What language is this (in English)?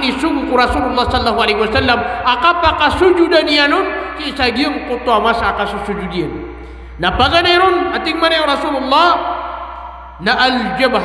Maranao